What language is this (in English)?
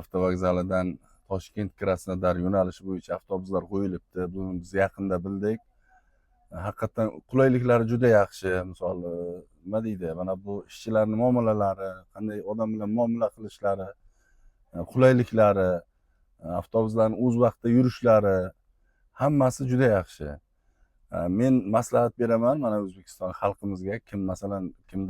Uzbek